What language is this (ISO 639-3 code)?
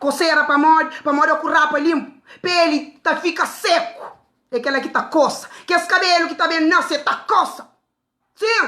kea